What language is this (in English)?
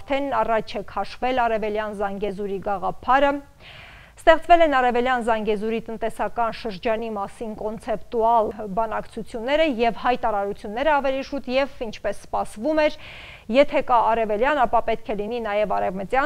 Armenian